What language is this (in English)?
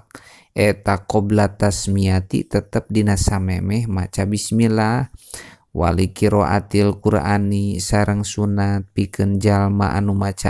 Sundanese